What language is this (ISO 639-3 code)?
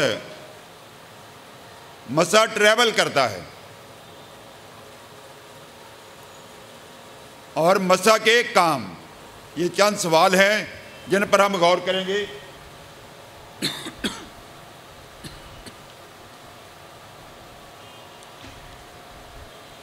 urd